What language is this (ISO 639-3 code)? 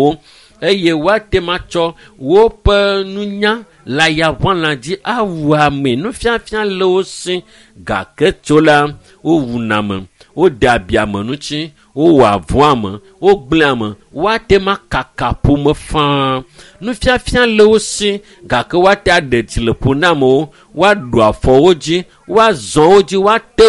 ewe